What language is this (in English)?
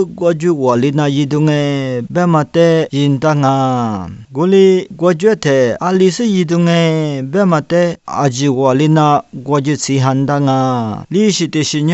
Lisu